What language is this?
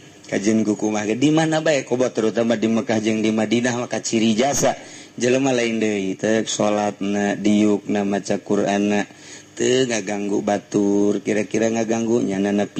Sundanese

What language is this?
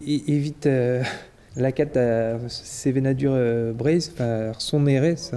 Breton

